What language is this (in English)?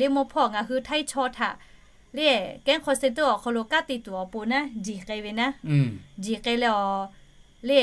Lahu